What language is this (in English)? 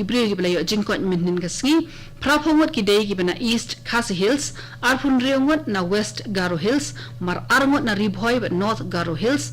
Khasi